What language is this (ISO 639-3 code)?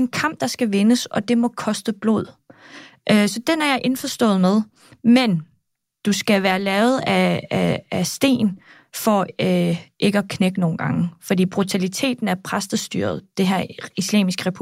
dan